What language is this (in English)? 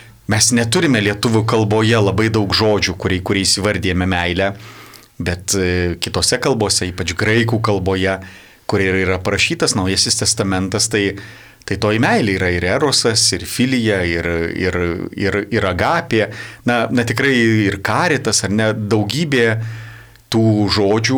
Lithuanian